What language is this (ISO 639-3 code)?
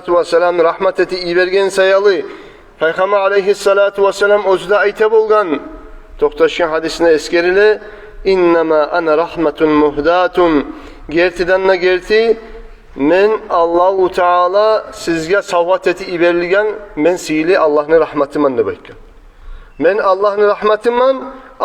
kum